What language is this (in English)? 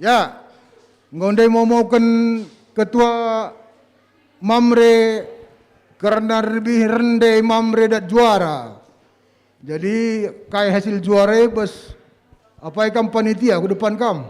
Batak Karo